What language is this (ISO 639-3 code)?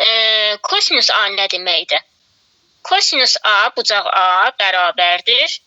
aze